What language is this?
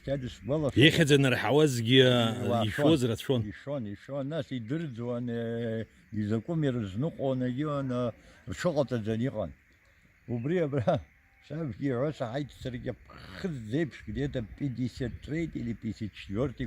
Abkhazian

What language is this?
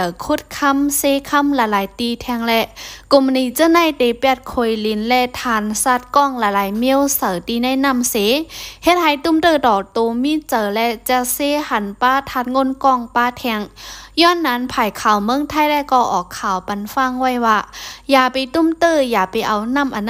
Shan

